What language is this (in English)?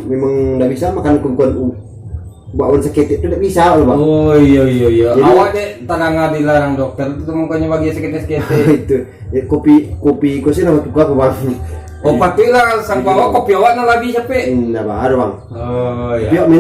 Minangkabau